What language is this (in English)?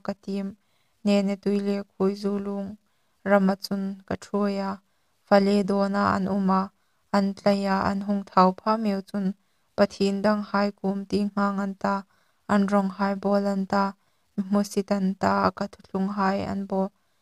Hmar